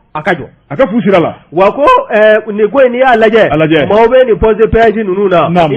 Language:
Bambara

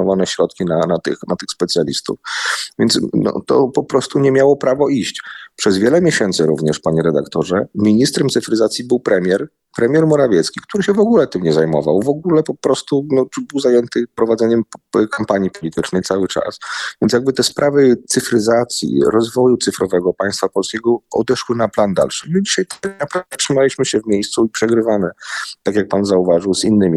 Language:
Polish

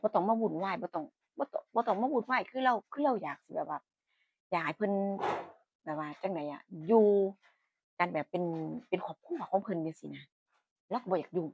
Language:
Northeastern Thai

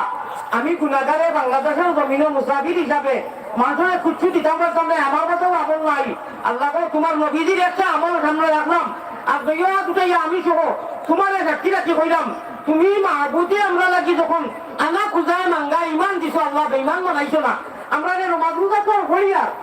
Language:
Sylheti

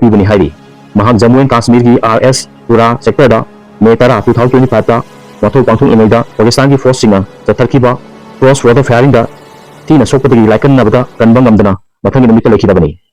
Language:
Manipuri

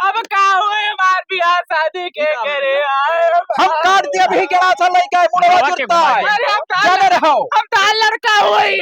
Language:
Awadhi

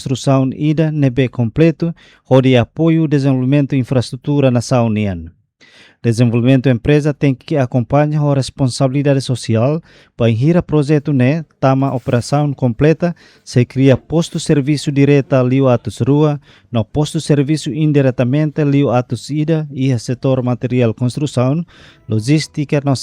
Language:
Tetum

